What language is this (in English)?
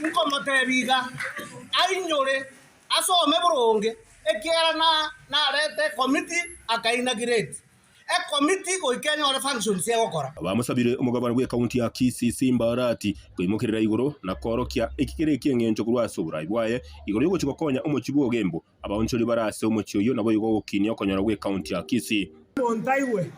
Gusii